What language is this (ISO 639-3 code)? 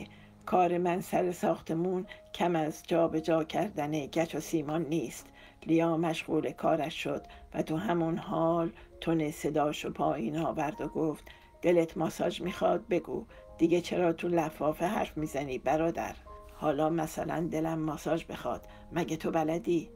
fas